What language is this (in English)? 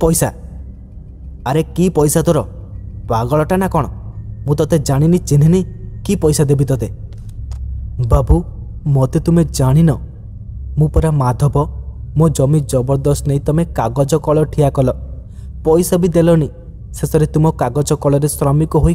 Odia